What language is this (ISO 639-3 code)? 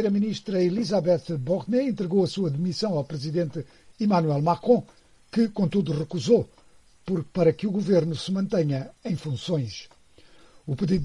por